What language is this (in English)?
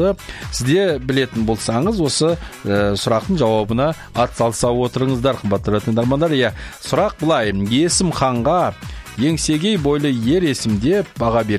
Kazakh